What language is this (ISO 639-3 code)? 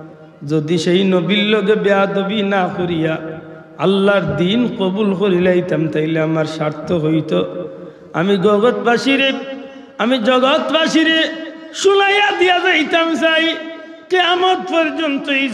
syl